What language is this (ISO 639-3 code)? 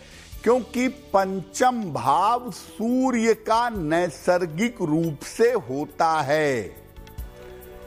hin